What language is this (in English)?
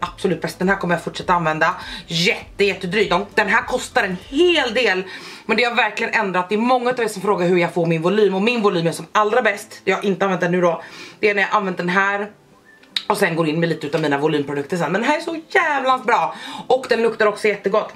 Swedish